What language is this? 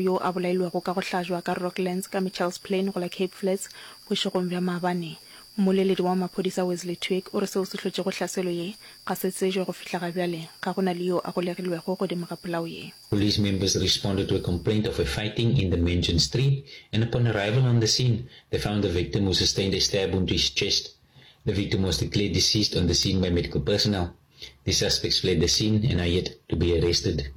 Northern Sotho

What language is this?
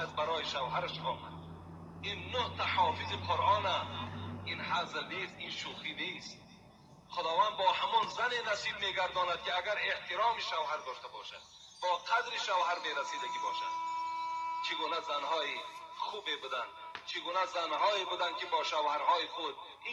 Tajik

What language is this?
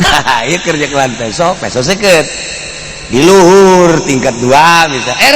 Sundanese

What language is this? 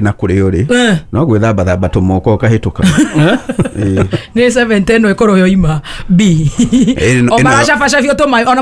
Kikuyu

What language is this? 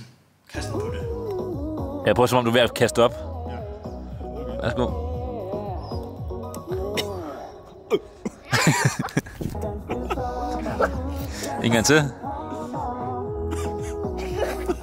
Danish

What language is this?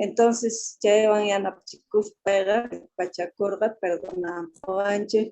Quechua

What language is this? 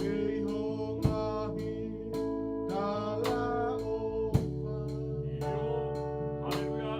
Tongan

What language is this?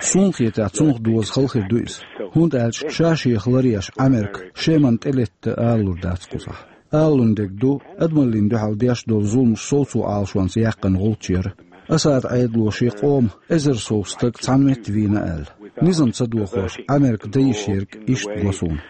Chechen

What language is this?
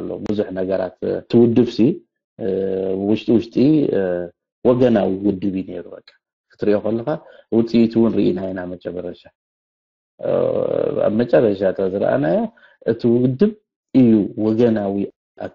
Tigrinya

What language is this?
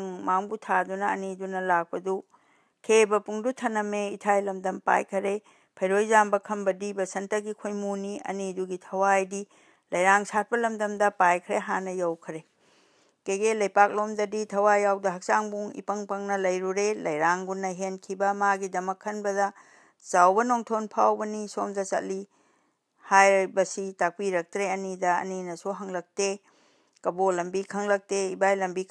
Manipuri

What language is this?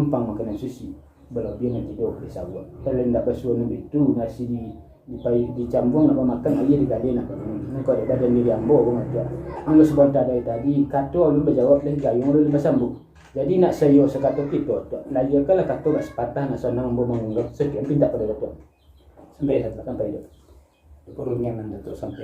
Minangkabau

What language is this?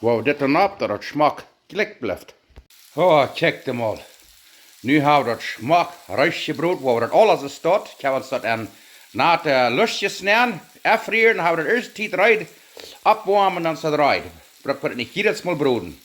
Plautdietsch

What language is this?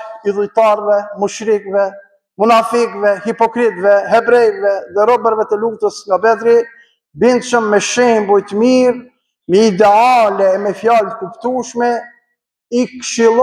Albanian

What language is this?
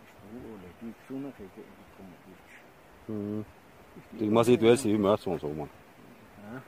Chechen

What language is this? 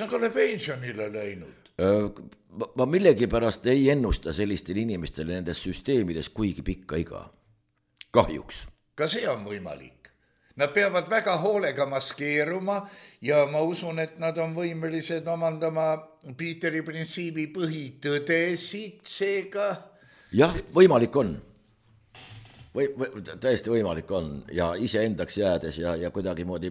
Estonian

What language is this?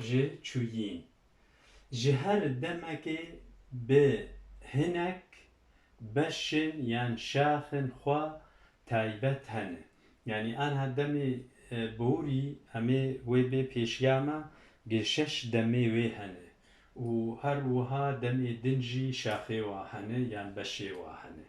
Kurdish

